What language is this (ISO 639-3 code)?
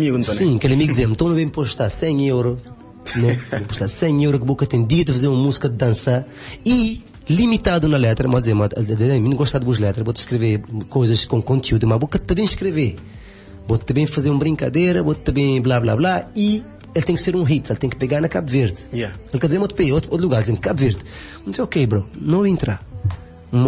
kea